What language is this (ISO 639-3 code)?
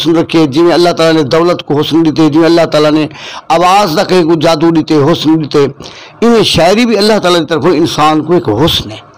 skr